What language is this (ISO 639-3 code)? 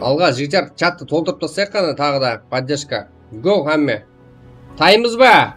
kaa